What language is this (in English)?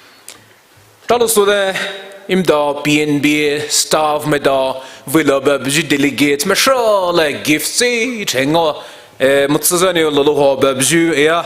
Poumei Naga